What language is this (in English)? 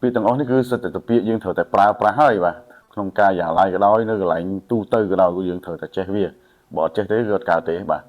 Khmer